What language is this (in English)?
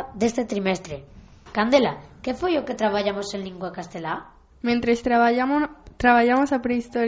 Galician